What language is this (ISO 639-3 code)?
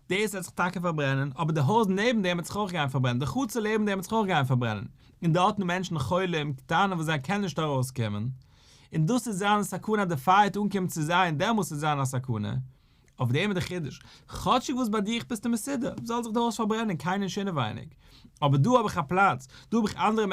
yid